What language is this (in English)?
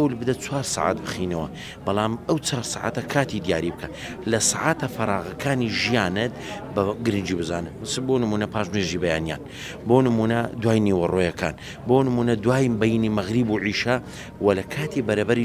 Central Kurdish